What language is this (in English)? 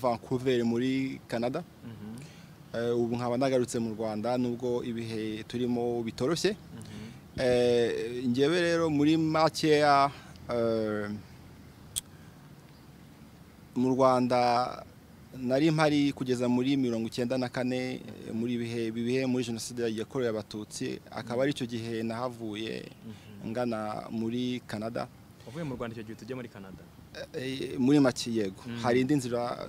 Kinyarwanda